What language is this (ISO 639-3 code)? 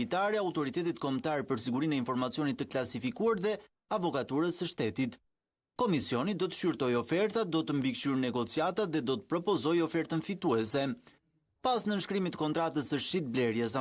sqi